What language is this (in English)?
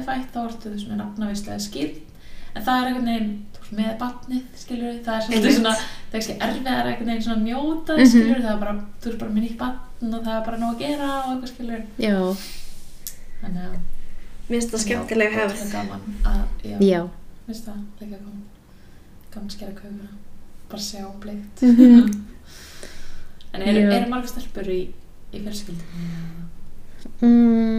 Icelandic